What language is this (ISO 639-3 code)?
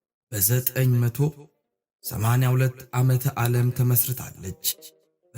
amh